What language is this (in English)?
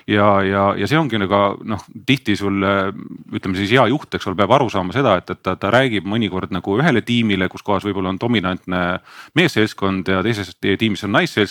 Estonian